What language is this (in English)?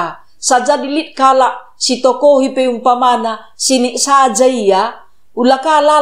Batak Karo